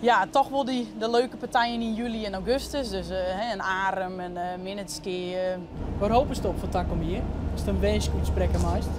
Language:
Western Frisian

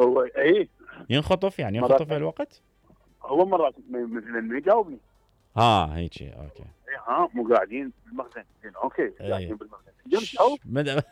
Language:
Mesopotamian Arabic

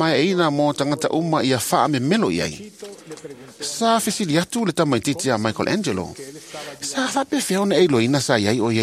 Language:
Samoan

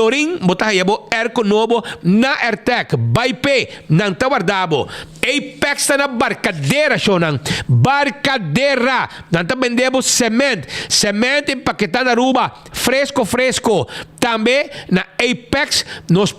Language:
Papiamento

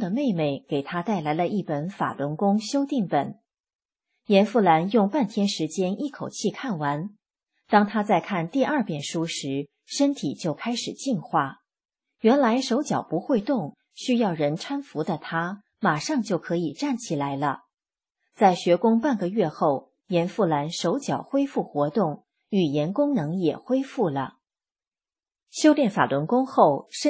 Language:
Chinese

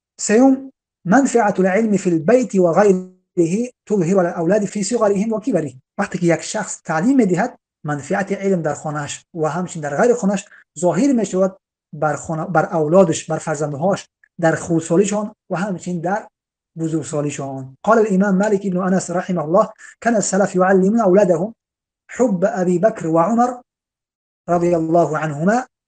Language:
Tajik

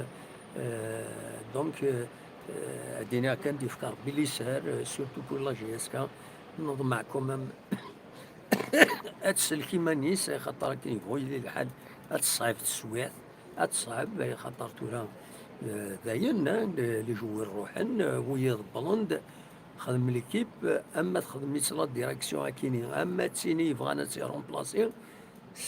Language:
Kabyle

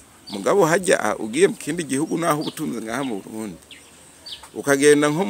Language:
Rundi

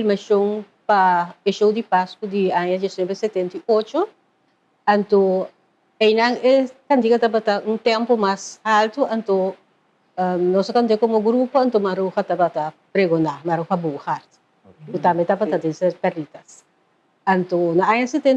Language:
Papiamento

